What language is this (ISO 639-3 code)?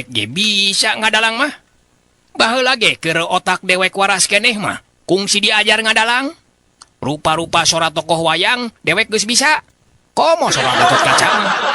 sun